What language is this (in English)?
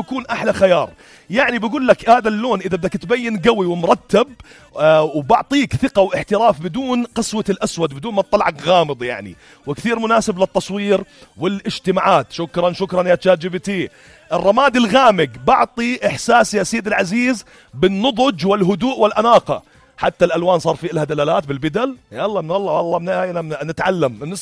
North Levantine Arabic